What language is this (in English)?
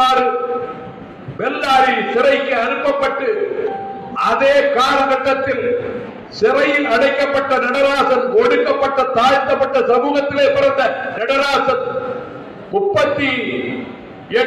Tamil